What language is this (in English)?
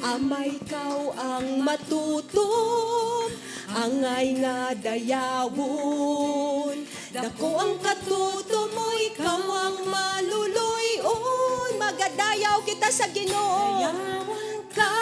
Hiligaynon